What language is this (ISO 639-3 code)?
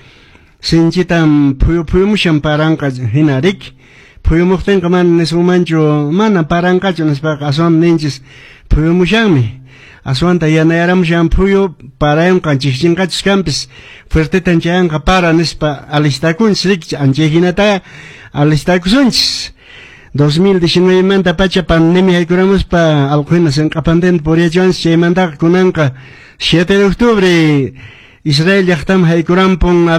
que